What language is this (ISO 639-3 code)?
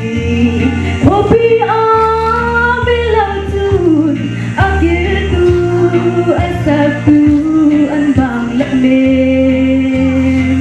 cfm